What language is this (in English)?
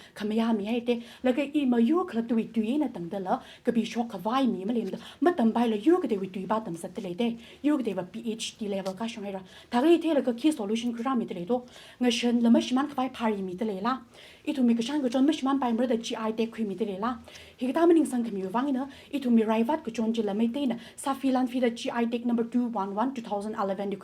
Tangkhul Naga (India)